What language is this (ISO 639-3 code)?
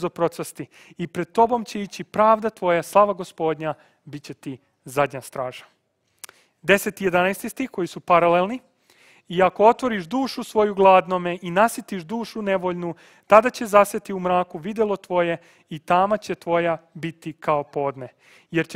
srp